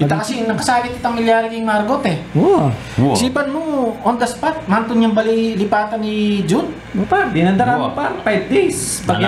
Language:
Pampanga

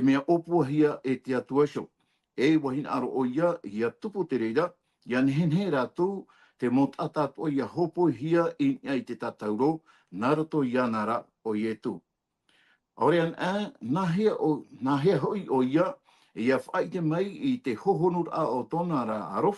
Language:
Tahitian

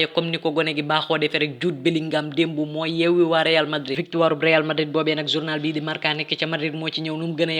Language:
Wolof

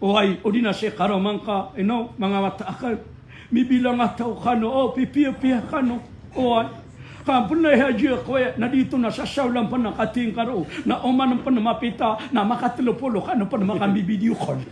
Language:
Maranao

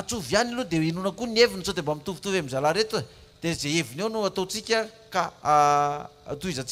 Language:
Malagasy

